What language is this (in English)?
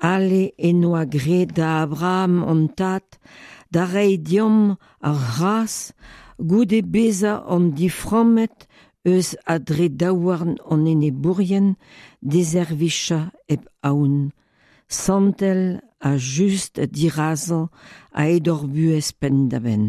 Breton